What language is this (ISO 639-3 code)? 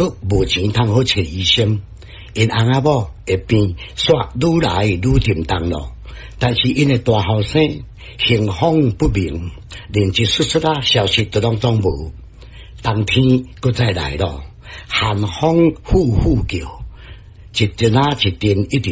nan